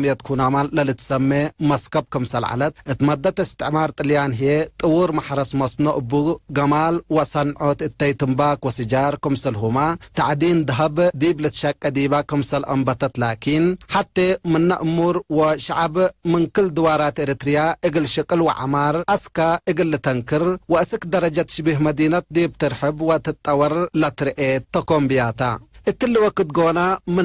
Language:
Tigre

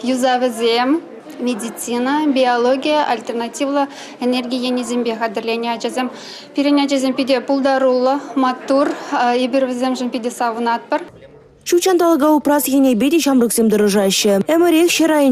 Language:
Chuvash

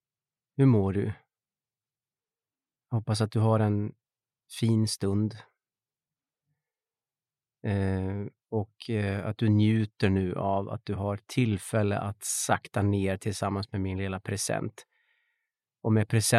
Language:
Swedish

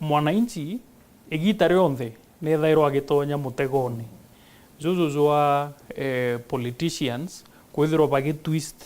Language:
Meru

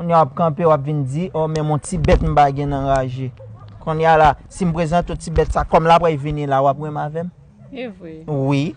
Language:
Haitian Creole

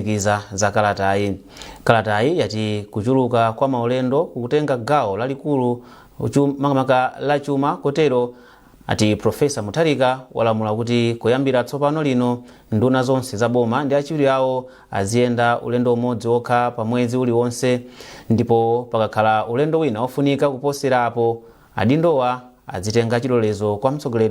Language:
Nyanja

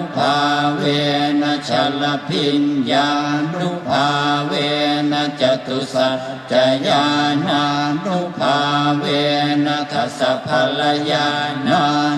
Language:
Pali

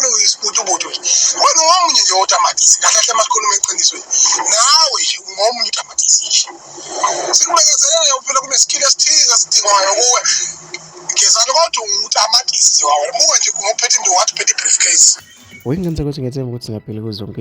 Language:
Zulu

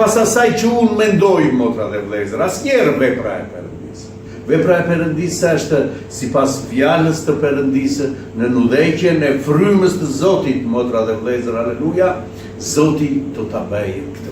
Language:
Albanian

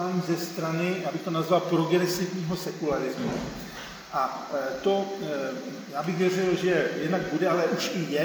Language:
Czech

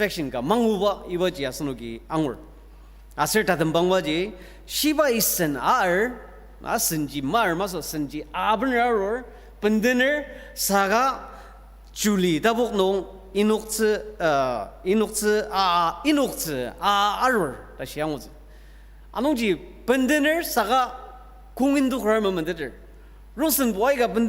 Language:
Ao Naga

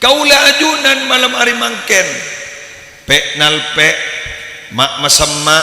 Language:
Madurese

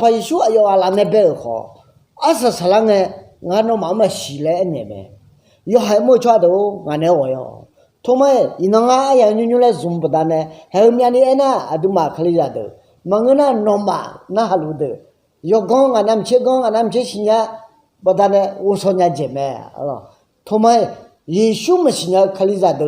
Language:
Akha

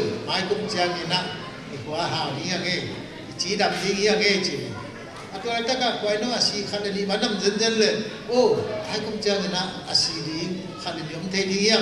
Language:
Tedim Chin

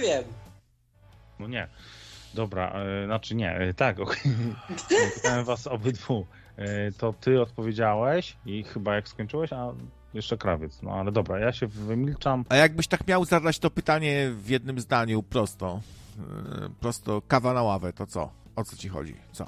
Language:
Polish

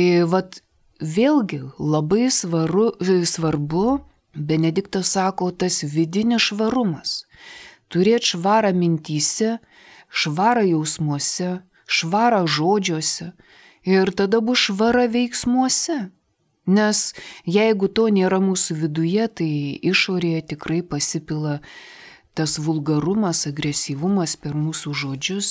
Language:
Lithuanian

